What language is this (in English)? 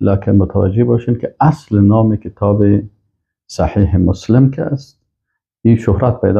Persian